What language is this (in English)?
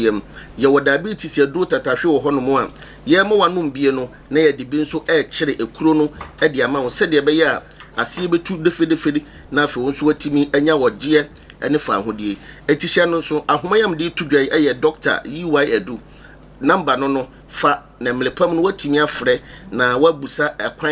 Akan